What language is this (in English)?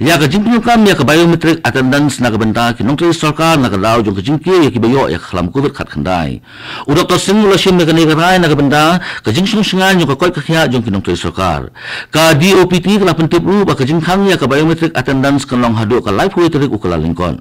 Khasi